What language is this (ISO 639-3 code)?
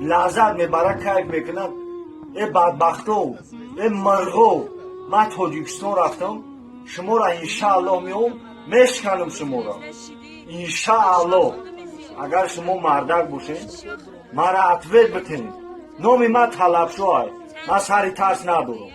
tgk